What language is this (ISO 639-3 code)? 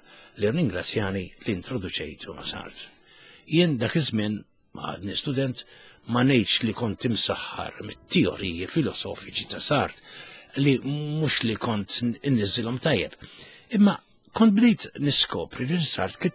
mlt